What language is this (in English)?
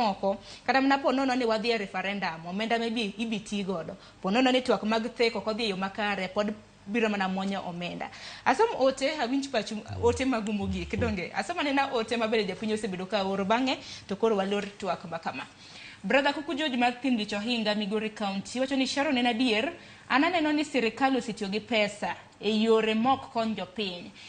Luo (Kenya and Tanzania)